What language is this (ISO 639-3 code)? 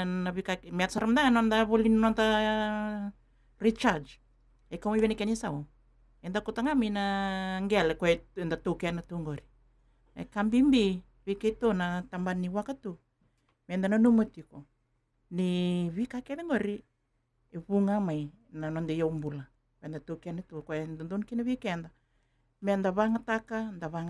fij